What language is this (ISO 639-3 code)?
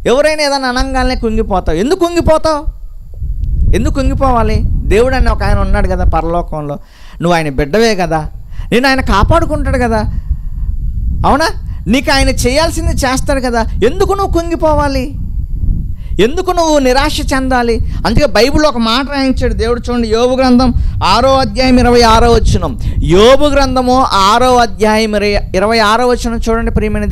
tel